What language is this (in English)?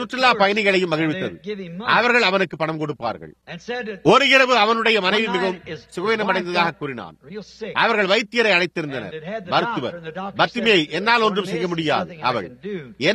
Tamil